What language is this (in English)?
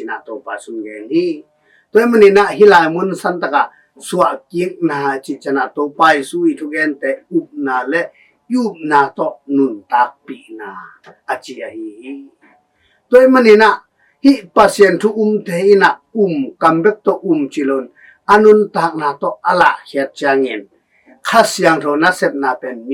Tedim Chin